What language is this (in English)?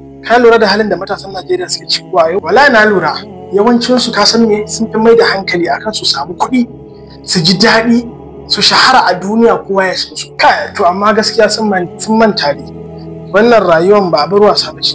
Hausa